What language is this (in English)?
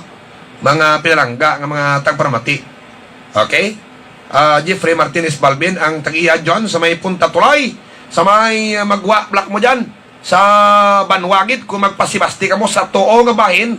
Hiligaynon